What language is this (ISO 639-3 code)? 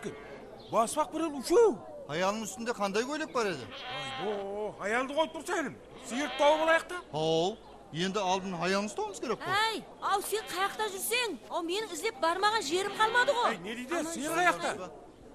kaa